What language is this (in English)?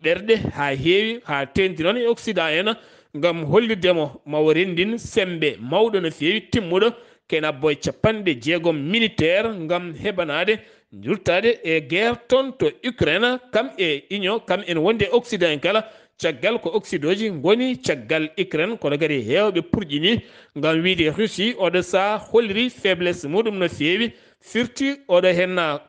Fula